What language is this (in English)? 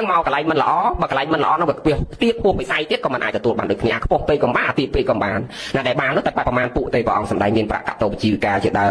Khmer